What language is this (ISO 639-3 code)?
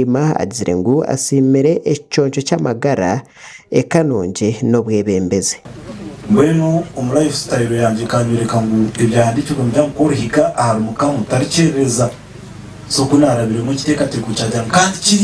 nyn